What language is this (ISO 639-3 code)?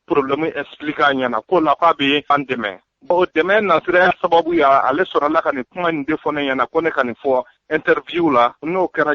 bam